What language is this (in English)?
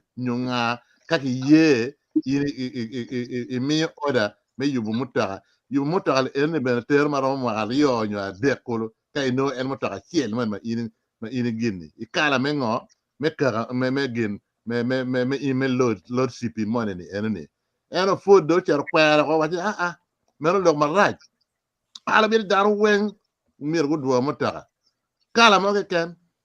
Acoli